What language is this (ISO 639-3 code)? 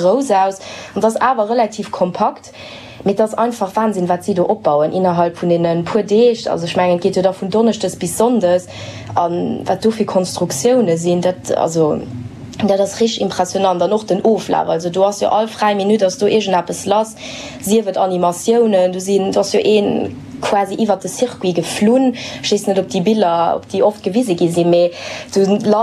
ltz